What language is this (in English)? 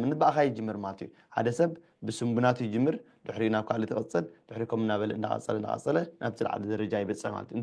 Tigrinya